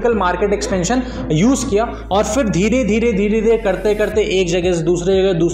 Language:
Hindi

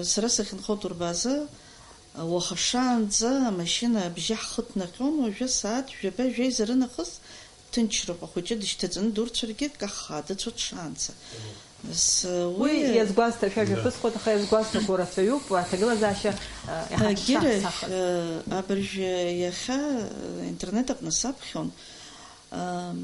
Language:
Abkhazian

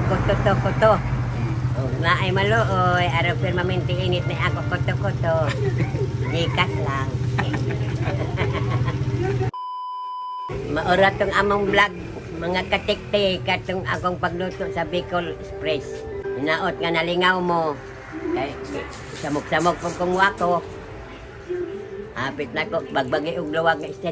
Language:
Cebuano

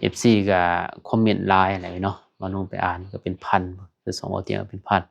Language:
Lao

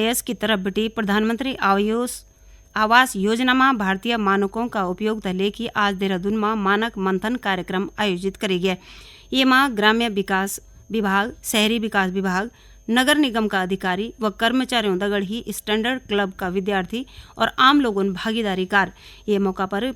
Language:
Garhwali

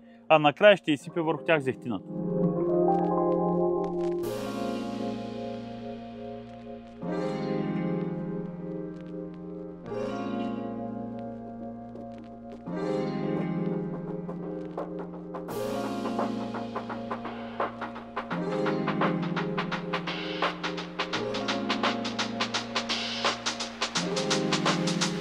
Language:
Bulgarian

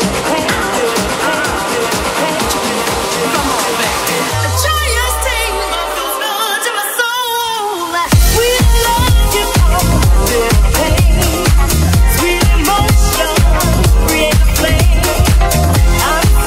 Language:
English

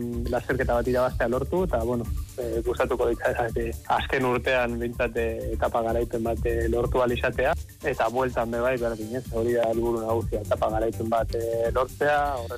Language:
Basque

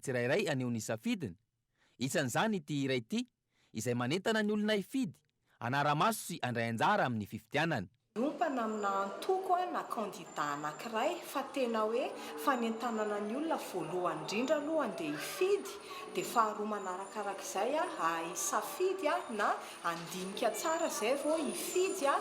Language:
Malagasy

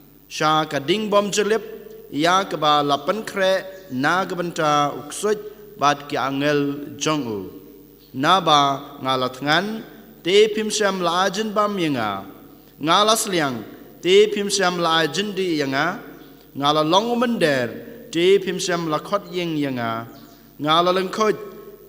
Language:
Khasi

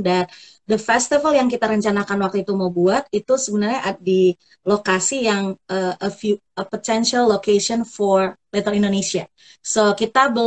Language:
Indonesian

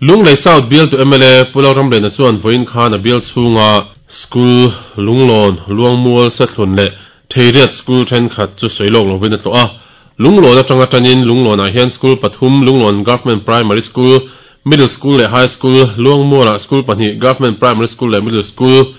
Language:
Mizo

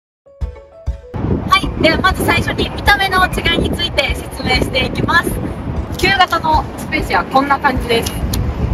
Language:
Japanese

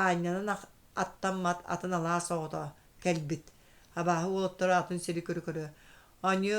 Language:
Yakut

